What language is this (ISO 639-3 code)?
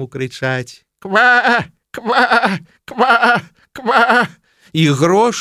bel